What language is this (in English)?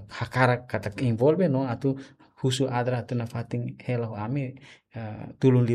Tetum